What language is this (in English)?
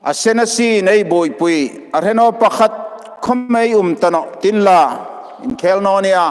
Hmar